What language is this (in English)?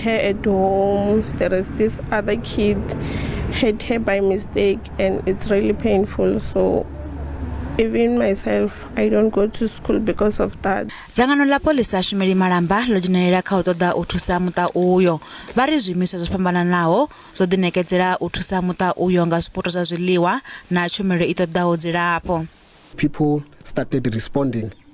Venda